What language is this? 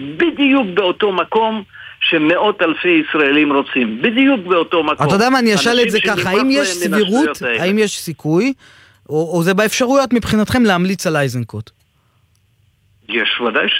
Hebrew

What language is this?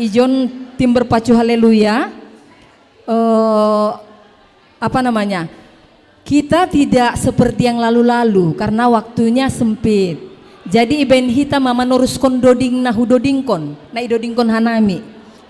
Batak Simalungun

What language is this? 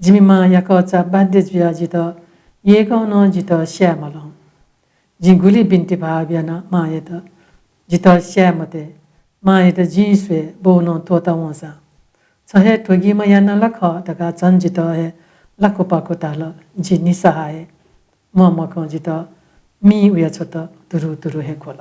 Newari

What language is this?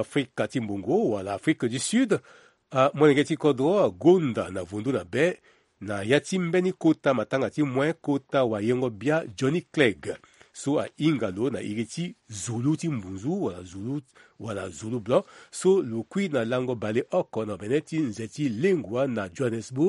Sango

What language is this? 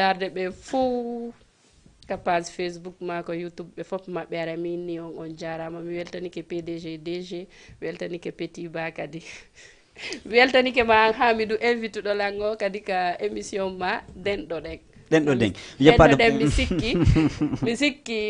Fula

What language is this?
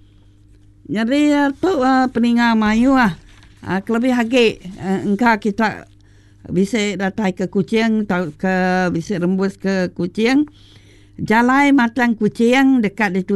Iban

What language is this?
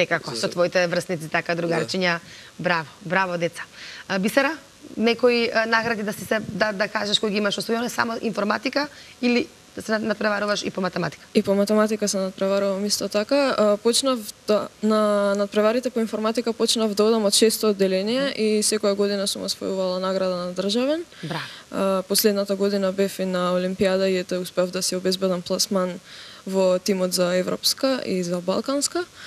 Macedonian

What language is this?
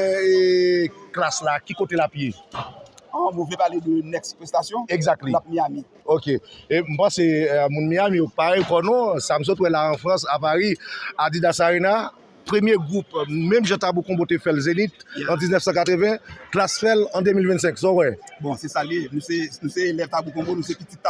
Haitian Creole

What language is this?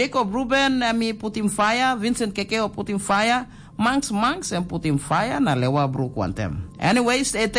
Tok Pisin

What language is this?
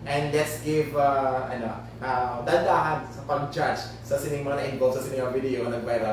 Hiligaynon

